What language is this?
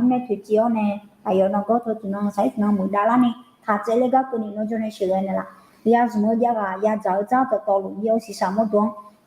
Akha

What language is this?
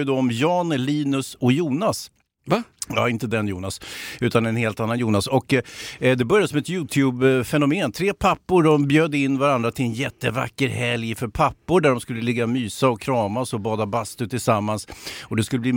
Swedish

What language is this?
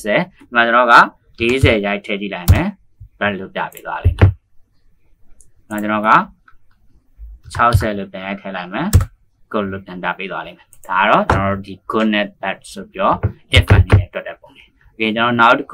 Burmese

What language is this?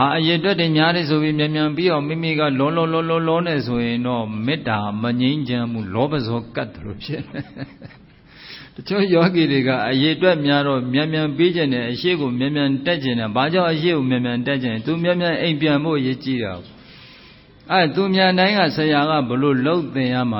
Burmese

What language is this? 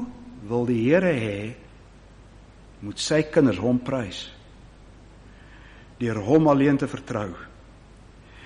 Afrikaans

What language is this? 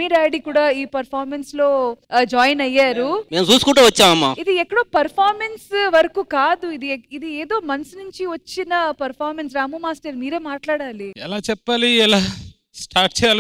Telugu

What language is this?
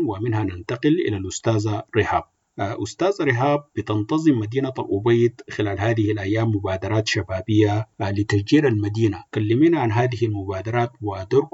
Sudanese Arabic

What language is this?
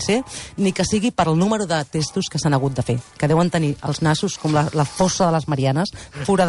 Catalan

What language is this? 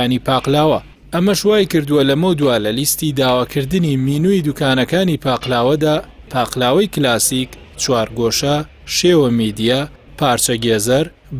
Central Kurdish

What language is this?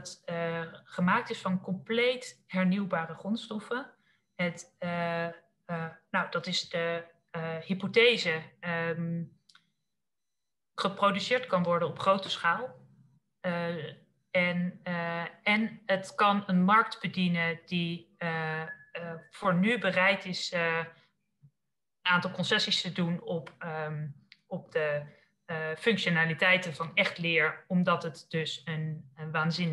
Dutch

